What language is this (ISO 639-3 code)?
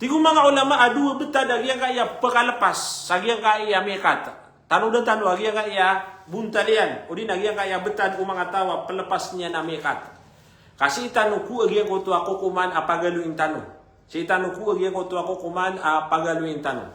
mrw